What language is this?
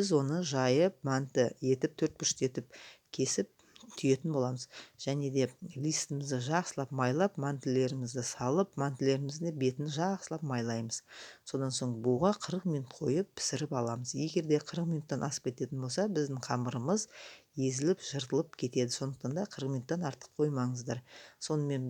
Kazakh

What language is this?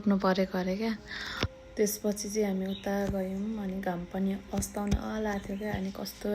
Nepali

